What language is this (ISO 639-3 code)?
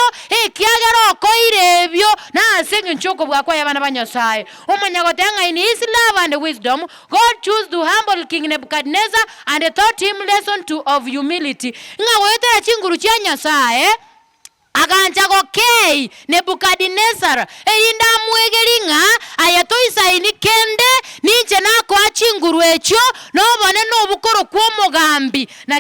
guz